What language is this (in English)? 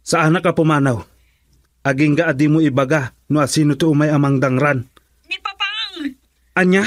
Iloko